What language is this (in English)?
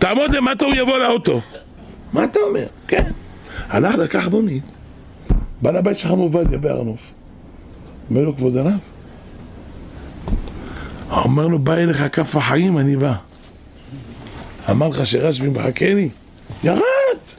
Hebrew